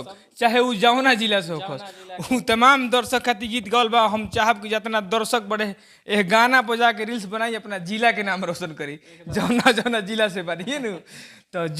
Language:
Bhojpuri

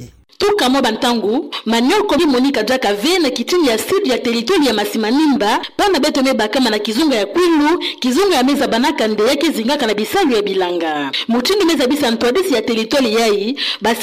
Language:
Kituba (Democratic Republic of Congo)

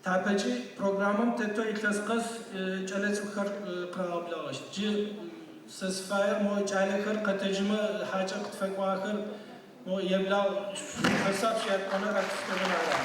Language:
Adyghe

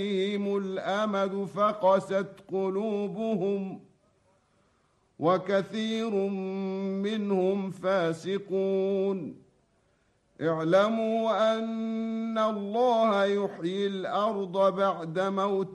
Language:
Arabic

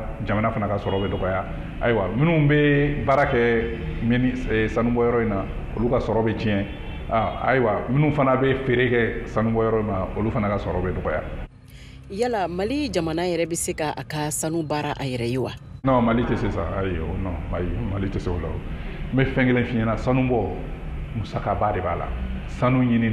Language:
Bambara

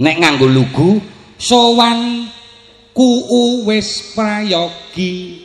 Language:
Javanese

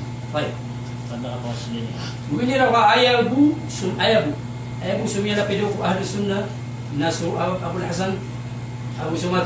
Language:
Maranao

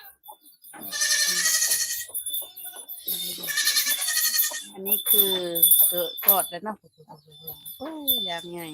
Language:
Lao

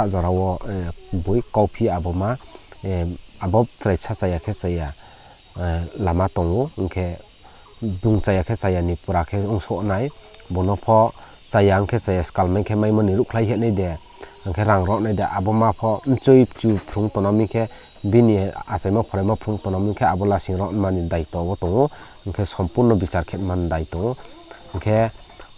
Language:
Riang (India)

